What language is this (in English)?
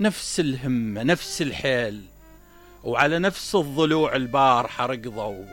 Mesopotamian Arabic